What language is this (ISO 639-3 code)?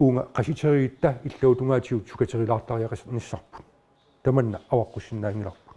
kal